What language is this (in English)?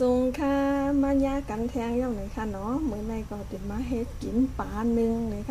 Shan